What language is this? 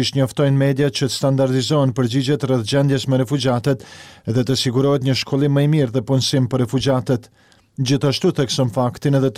Albanian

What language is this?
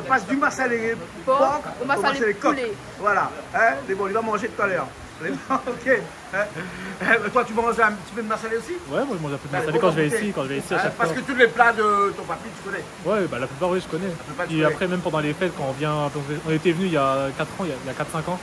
Réunion Creole French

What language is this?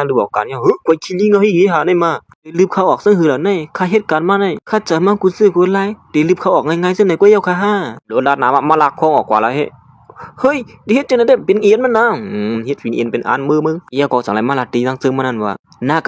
Shan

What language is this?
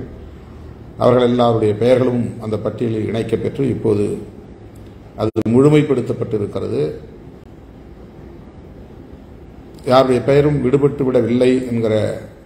Tamil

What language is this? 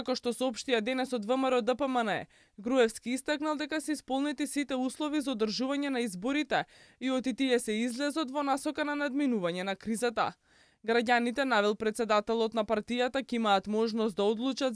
Macedonian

